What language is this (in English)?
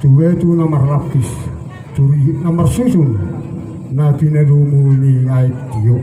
Batak Toba